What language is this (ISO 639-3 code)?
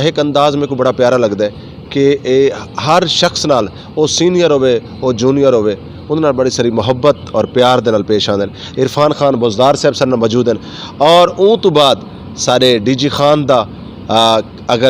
skr